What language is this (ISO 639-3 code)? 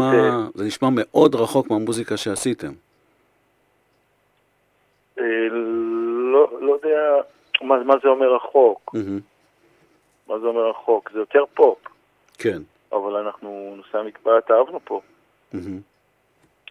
heb